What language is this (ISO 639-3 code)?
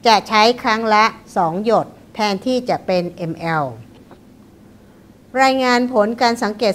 tha